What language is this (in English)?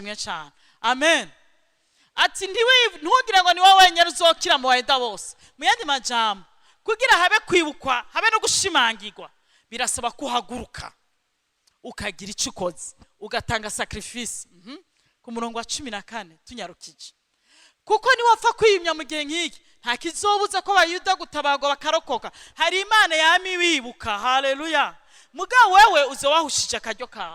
Rundi